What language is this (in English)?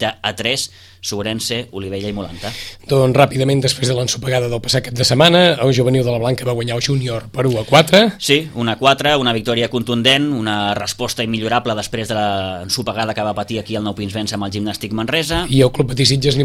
Catalan